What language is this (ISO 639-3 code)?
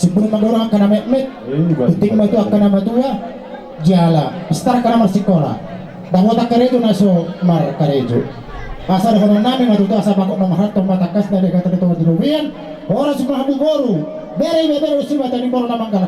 bbc